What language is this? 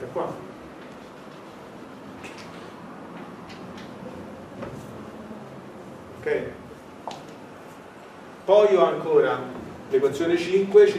Italian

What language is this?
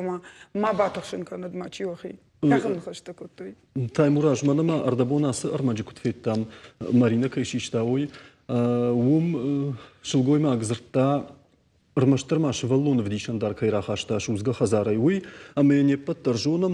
Ossetic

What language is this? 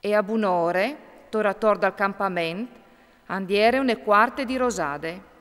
Friulian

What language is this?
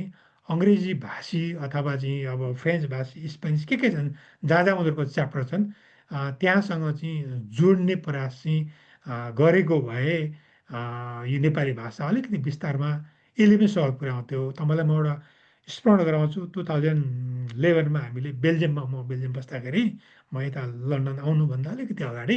Nepali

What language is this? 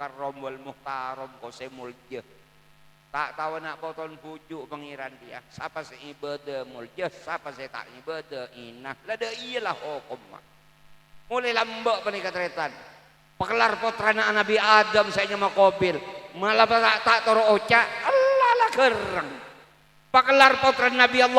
Madurese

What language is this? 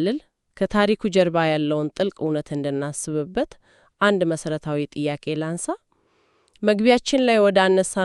Amharic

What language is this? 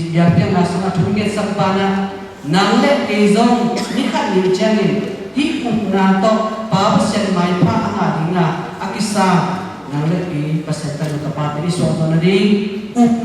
Tedim Chin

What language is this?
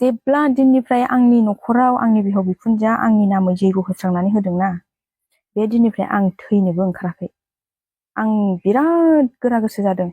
Bodo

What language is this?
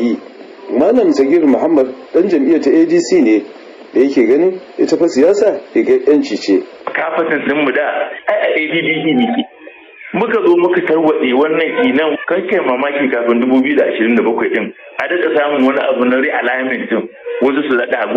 Hausa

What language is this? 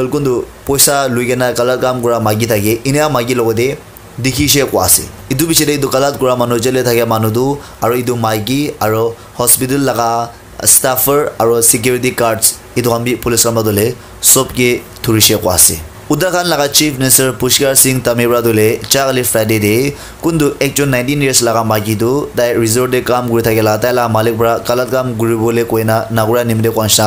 Naga Pidgin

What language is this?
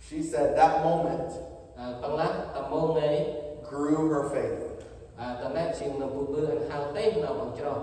Central Mnong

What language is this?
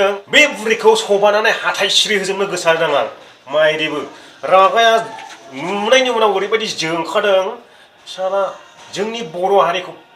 Bodo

